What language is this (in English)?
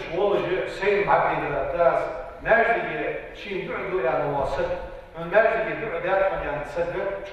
Ingush